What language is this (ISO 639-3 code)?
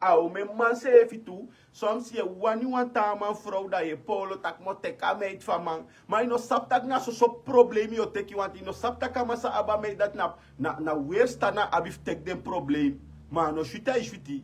srn